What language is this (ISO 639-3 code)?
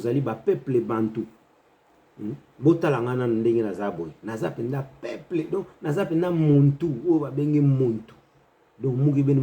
ktu